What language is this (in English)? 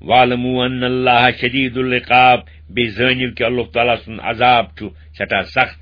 Kashmiri